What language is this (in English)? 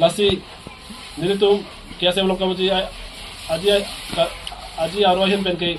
Karbi